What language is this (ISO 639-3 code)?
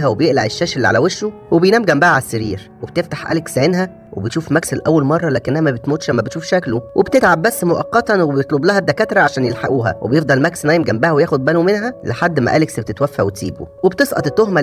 arz